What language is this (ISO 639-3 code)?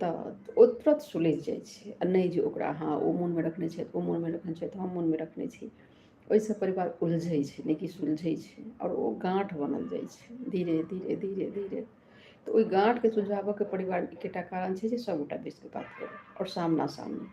mai